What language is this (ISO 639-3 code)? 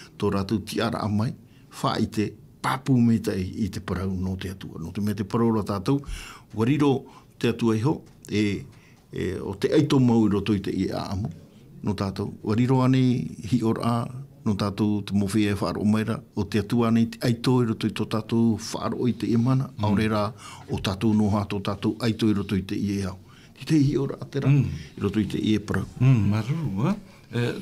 tah